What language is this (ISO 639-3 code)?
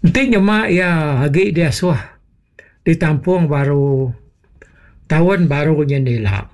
iba